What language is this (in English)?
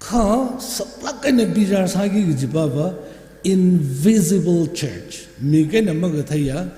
Tangkhul Naga (India)